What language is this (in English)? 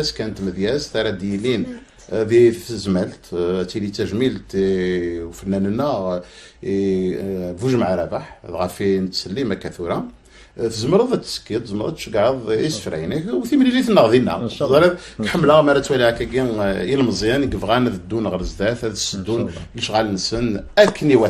Kabyle